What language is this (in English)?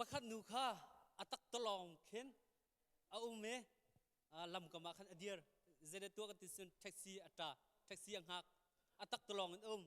Hakha Chin